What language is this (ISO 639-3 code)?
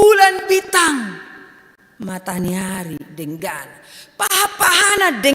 bbc